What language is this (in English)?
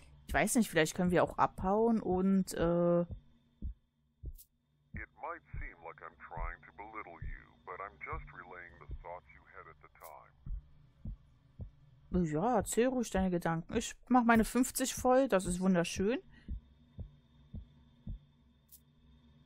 German